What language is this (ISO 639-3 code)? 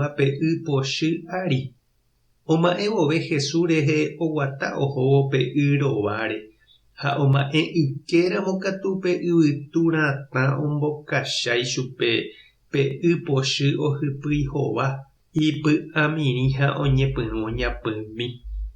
grn